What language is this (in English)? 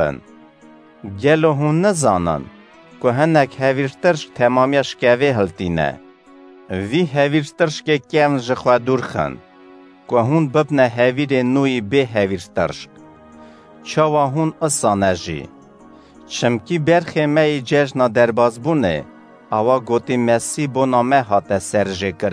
Kurdish